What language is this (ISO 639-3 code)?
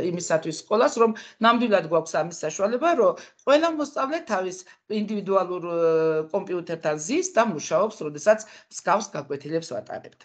kat